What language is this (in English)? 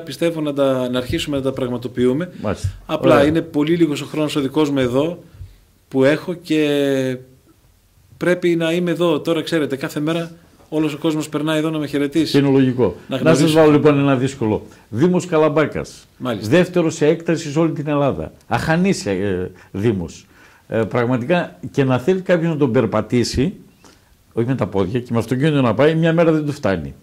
Greek